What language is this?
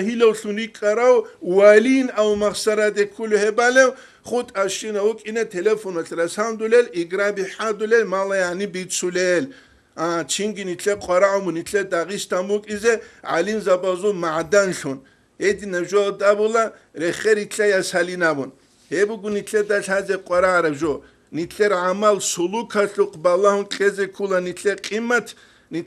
Avaric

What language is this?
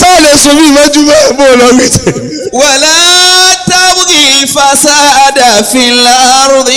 Yoruba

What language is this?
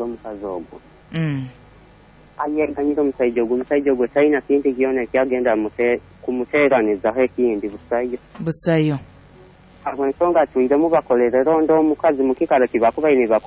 Nyoro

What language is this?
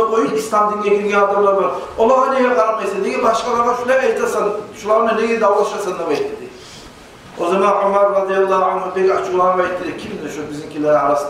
Kumyk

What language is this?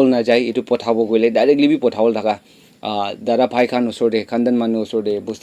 Naga Pidgin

